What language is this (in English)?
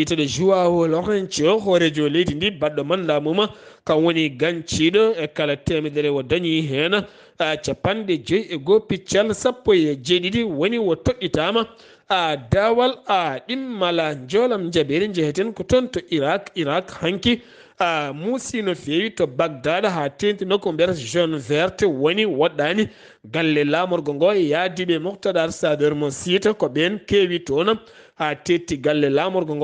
Fula